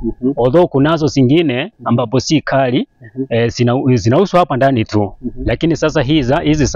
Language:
Swahili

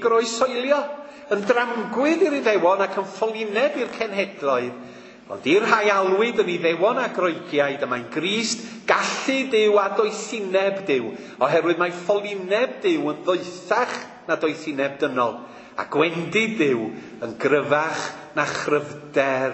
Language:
Welsh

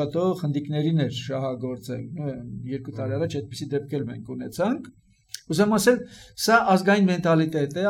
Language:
Armenian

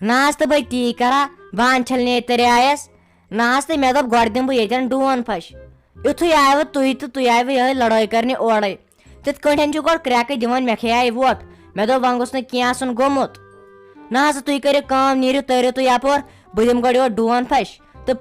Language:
Kashmiri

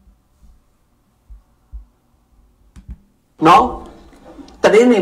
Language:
Burmese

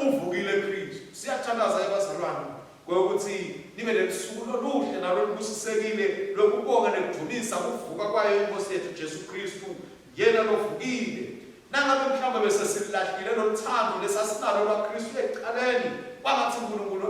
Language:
Swati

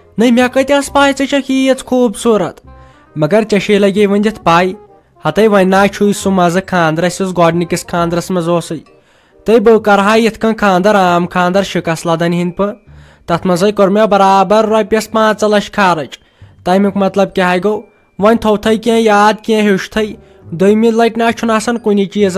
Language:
Kashmiri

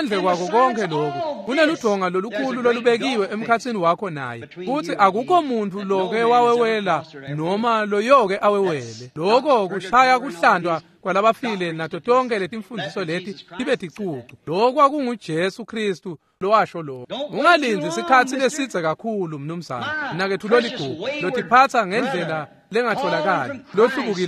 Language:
Swati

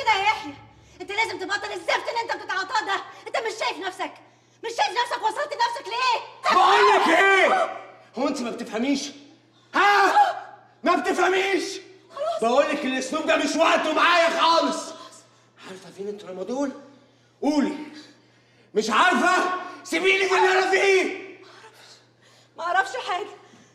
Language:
Egyptian Arabic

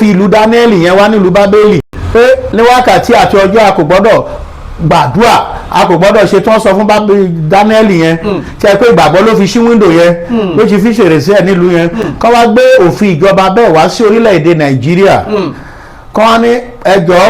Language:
Yoruba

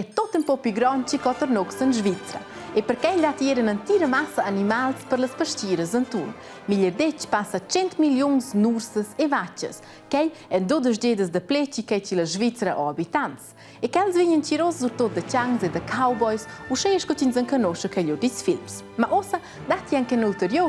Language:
Romansh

